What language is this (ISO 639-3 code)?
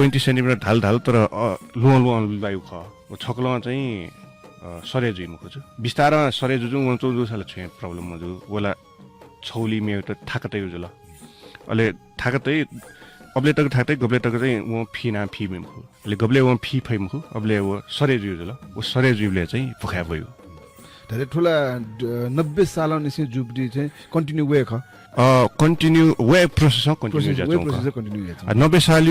new